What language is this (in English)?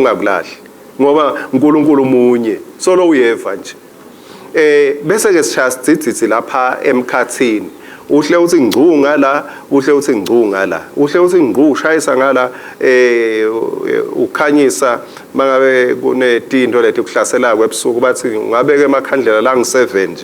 Swati